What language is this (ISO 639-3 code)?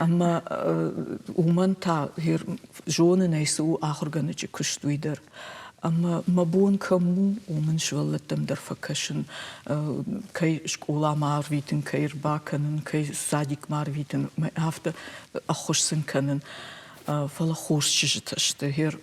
oss